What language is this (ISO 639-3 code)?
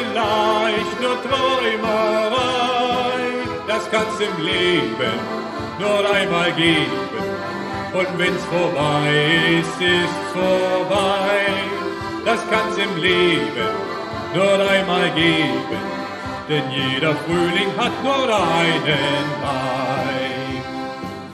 deu